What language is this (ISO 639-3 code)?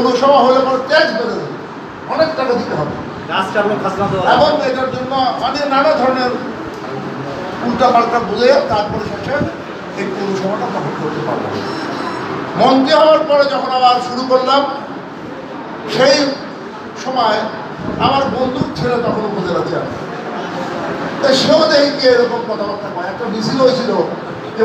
ben